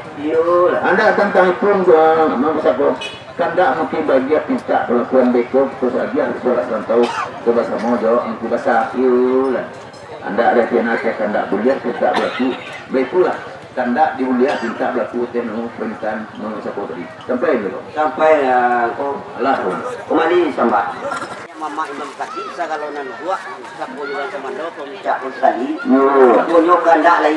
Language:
Minangkabau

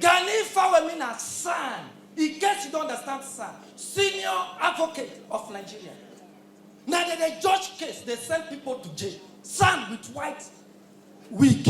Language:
Nigerian Pidgin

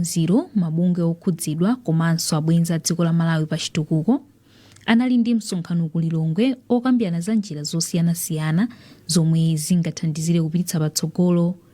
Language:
Nyanja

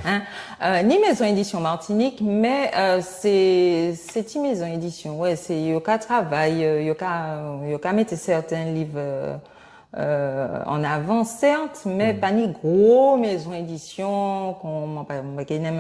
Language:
Guadeloupean Creole French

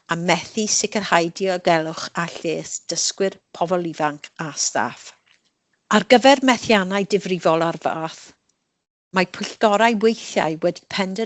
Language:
Welsh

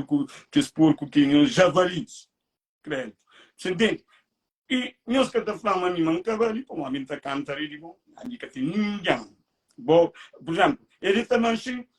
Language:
Kabuverdianu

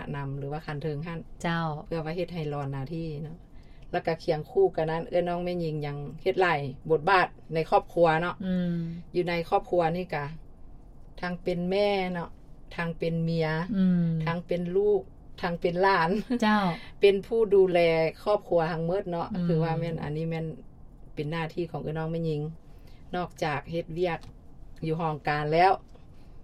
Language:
Lao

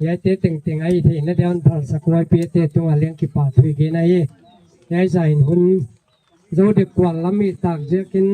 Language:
Gangte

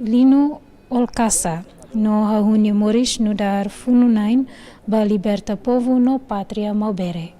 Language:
Tetum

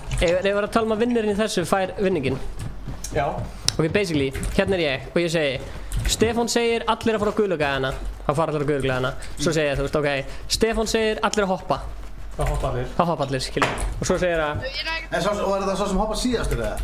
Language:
Icelandic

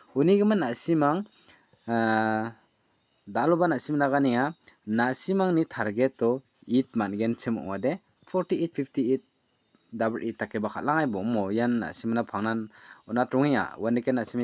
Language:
Garo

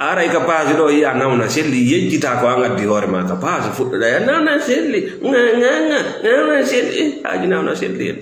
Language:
Fula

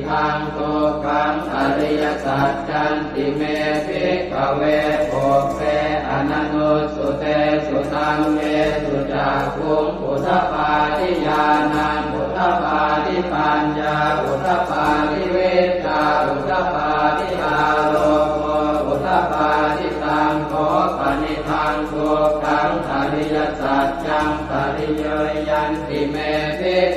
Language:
Pali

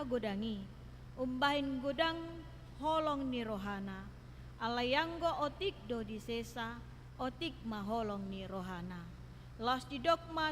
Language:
Batak Toba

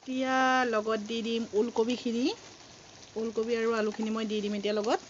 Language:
Assamese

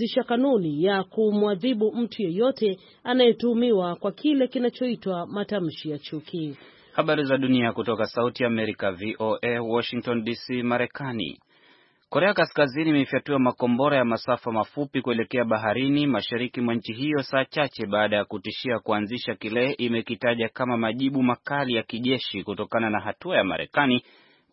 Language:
Swahili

